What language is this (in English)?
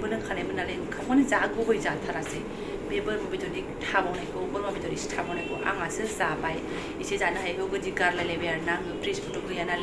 Bodo